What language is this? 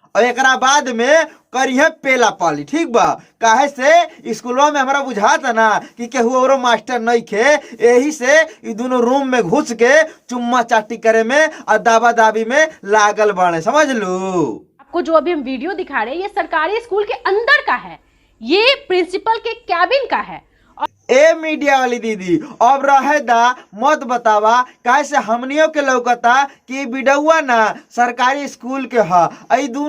Bhojpuri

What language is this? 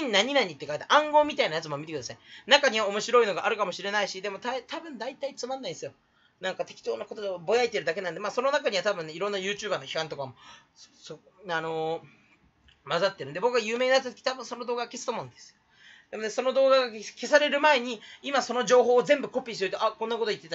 Japanese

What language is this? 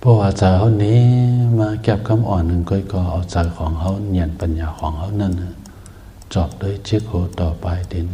Shan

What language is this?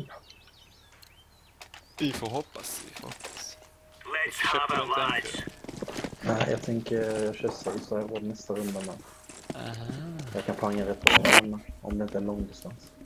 Swedish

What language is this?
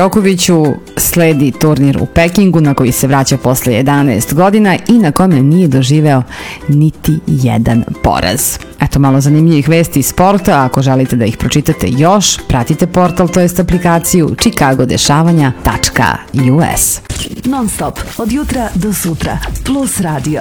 Serbian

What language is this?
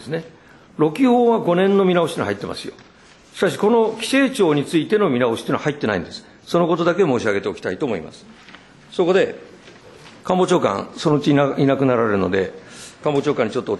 Japanese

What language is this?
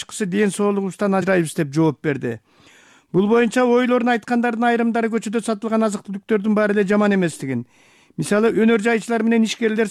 Kyrgyz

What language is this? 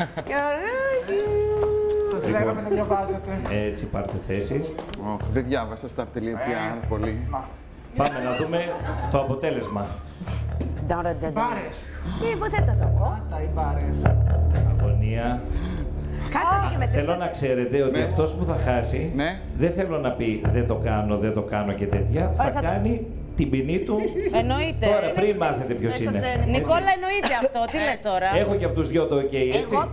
Greek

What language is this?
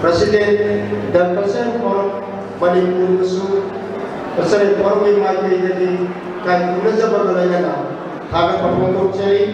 Manipuri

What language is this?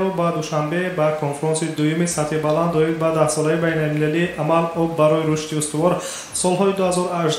Tajik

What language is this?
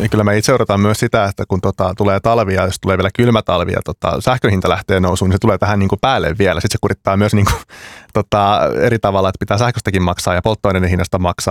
Finnish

